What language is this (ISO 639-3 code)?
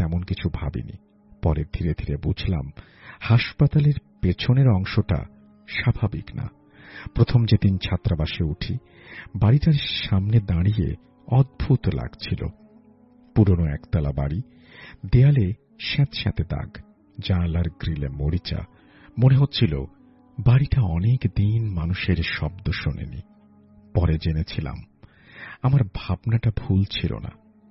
ben